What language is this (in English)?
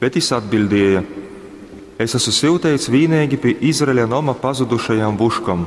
Latgalian